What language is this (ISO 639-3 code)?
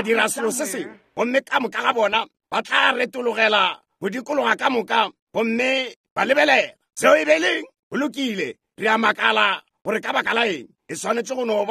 nso